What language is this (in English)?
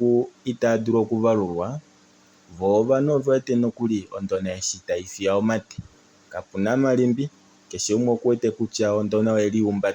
Kuanyama